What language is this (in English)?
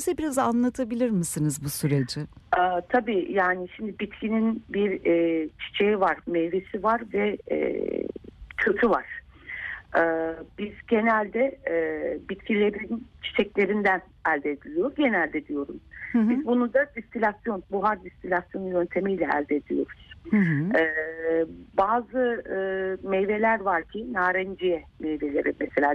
Turkish